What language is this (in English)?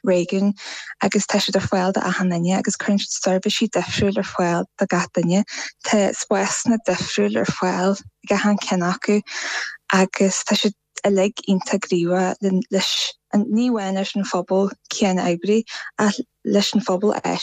Irish